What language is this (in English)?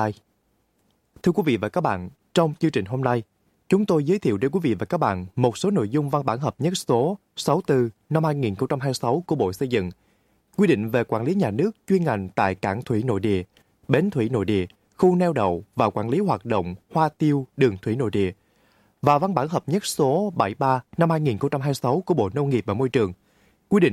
Vietnamese